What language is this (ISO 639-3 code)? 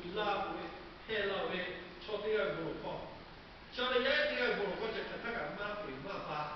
lhu